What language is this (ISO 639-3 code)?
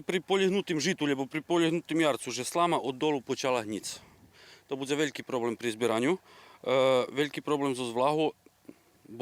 rue